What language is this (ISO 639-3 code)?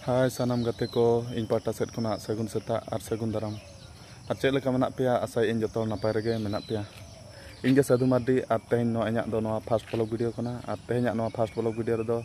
sat